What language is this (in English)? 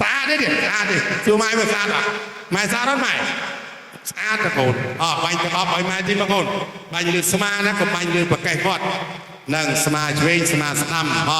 Khmer